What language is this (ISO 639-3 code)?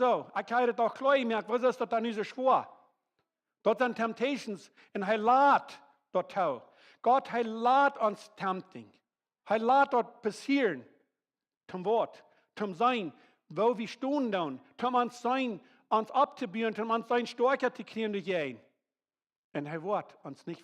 pdt